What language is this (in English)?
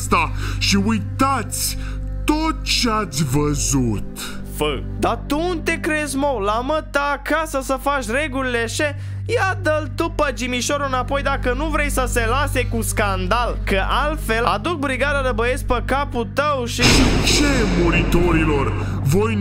Romanian